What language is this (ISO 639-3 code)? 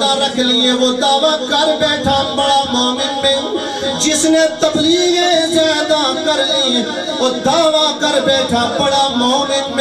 urd